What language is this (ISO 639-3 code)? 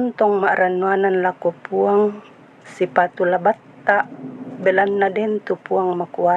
sda